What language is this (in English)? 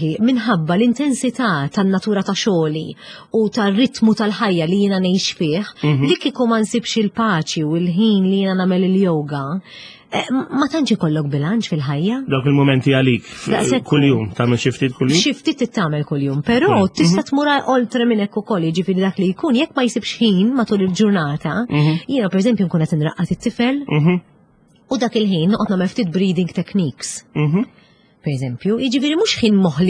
Maltese